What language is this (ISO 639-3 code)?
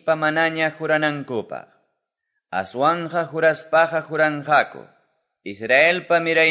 que